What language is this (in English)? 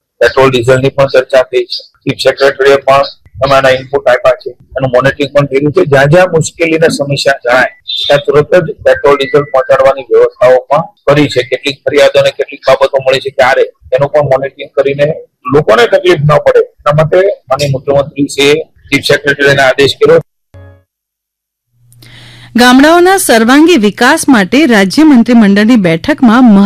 Gujarati